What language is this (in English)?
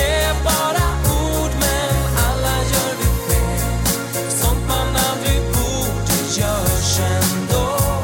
Swedish